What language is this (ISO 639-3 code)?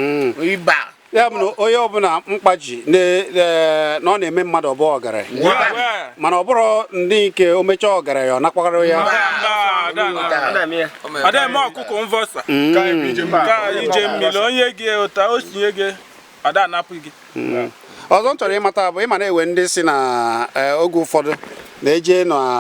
ibo